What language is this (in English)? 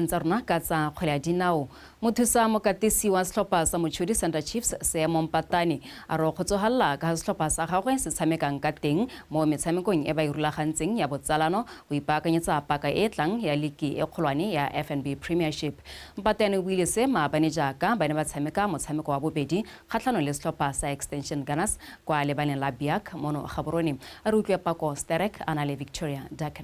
Tswana